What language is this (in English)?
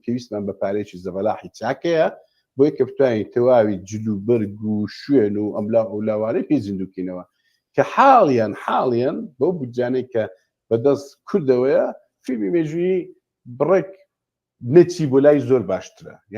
Central Kurdish